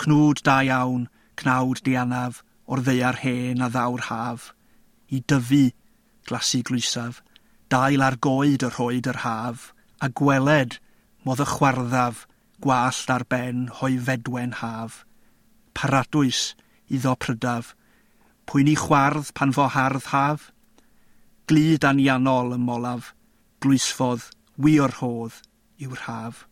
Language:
Welsh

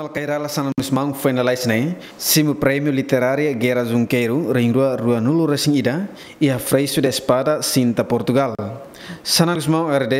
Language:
Tetum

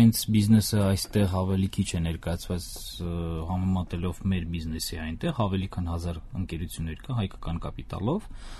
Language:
Armenian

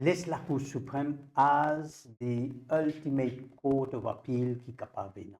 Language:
Morisyen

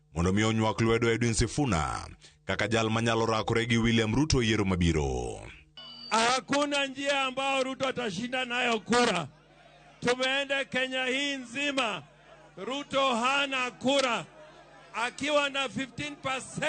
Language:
Luo (Kenya and Tanzania)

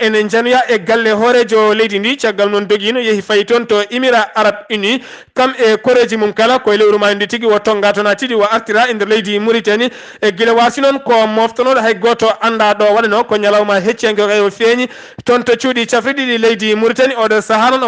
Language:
Fula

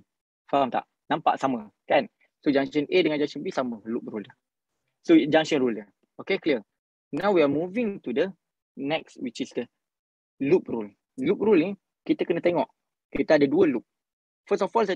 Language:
Malay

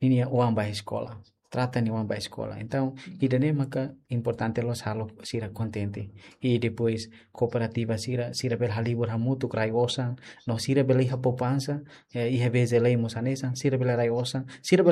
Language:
Tetum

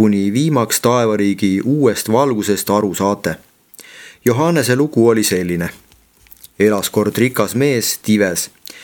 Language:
Estonian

